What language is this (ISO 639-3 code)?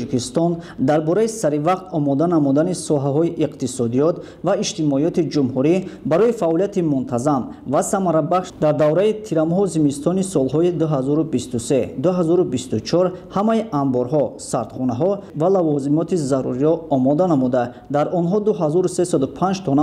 tgk